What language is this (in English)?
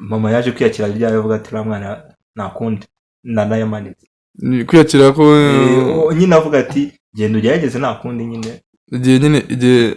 Kinyarwanda